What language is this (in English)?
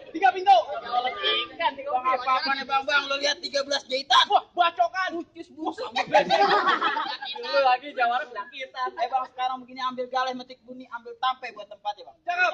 Betawi